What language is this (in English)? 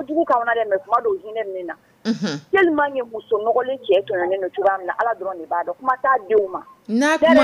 Dyula